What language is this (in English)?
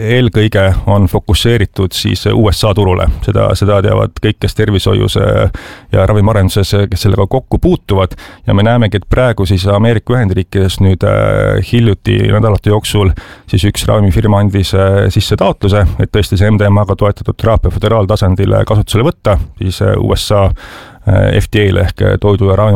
Estonian